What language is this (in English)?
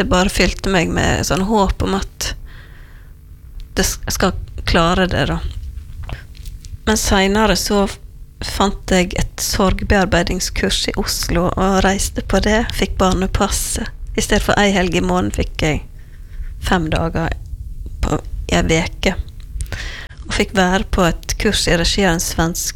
Norwegian